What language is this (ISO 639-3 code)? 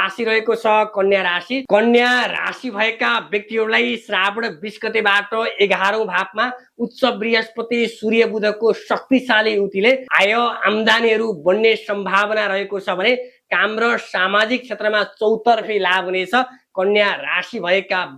nep